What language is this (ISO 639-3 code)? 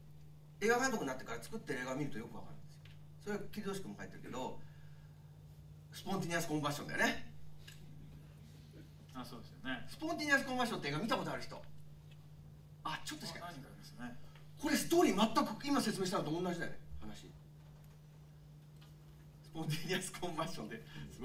jpn